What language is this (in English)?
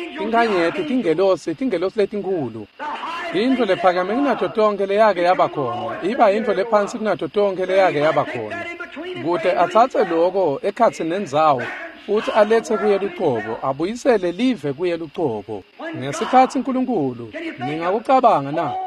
Swati